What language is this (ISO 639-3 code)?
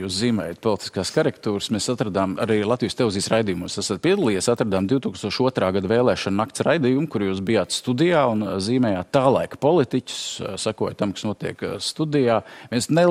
lav